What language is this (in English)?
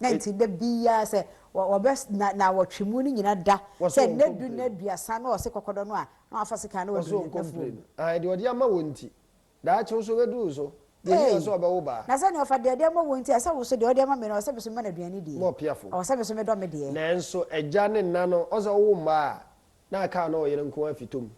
Akan